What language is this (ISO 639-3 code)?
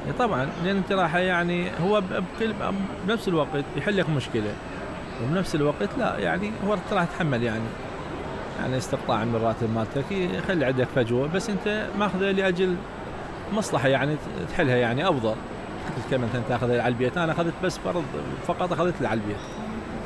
acm